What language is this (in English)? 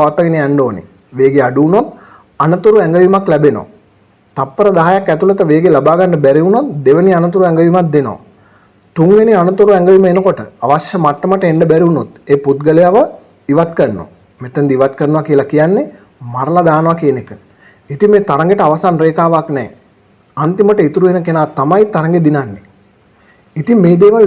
Sinhala